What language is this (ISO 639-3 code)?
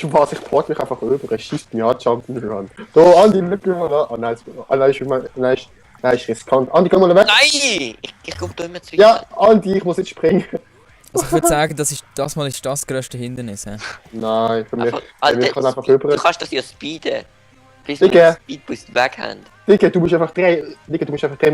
gsw